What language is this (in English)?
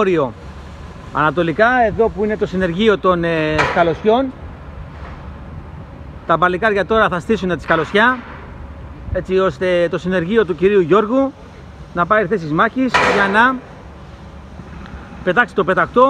Greek